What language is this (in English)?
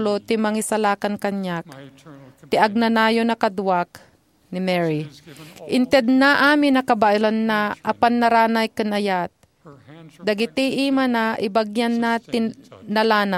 Iloko